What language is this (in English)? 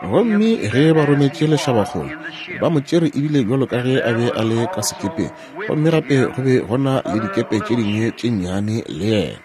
Northern Sotho